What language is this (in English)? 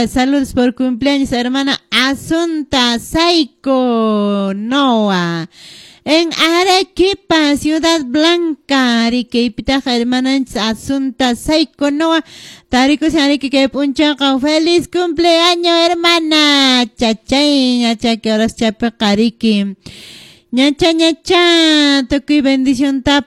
Quechua